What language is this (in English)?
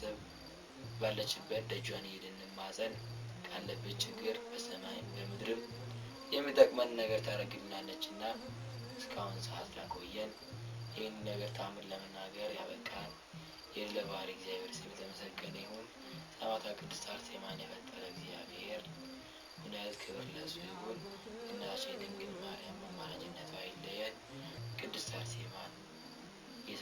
Amharic